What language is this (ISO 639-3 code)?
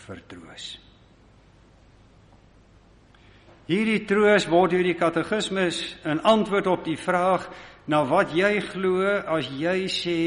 afr